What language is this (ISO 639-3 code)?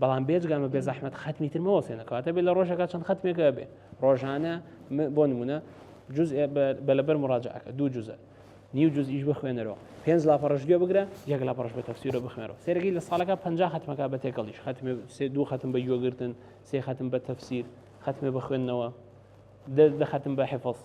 ckb